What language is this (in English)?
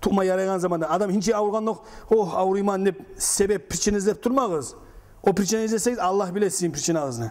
Kumyk